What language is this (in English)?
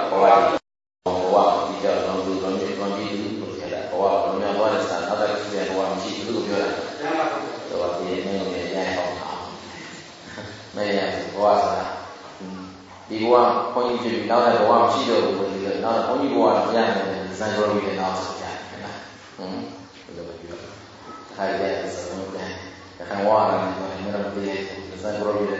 Burmese